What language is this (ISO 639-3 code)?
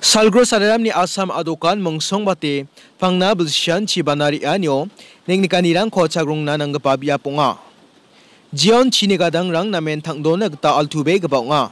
grt